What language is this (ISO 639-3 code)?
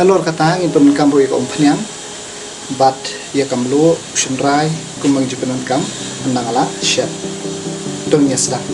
kha